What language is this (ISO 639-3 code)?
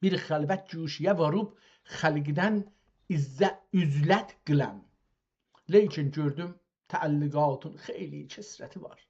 azb